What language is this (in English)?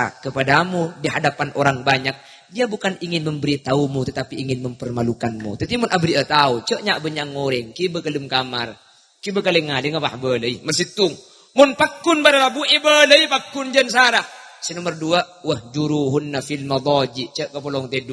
Madurese